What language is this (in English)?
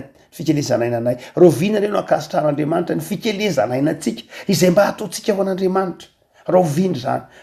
Malagasy